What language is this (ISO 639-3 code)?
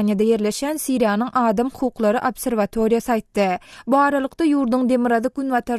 tuk